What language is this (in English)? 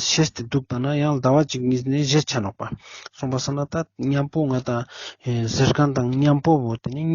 Ladakhi